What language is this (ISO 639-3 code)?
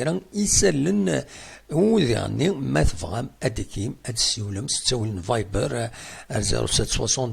kab